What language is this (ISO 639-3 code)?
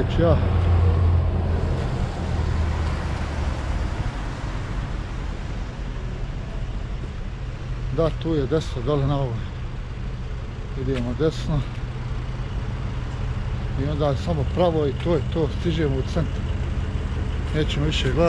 hrv